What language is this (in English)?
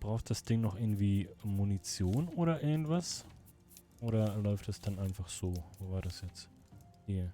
Swiss German